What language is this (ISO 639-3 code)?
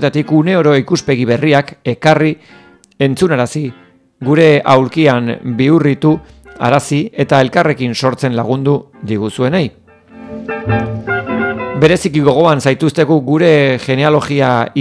eus